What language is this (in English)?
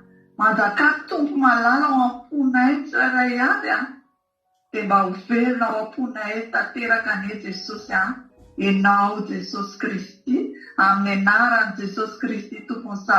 Malagasy